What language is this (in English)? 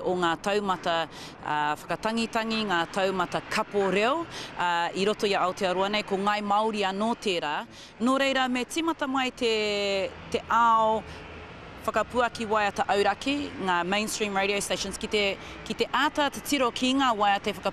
Māori